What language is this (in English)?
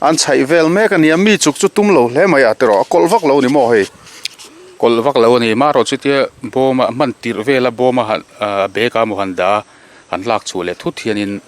Mizo